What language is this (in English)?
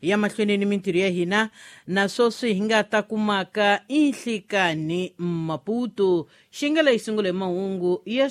Tsonga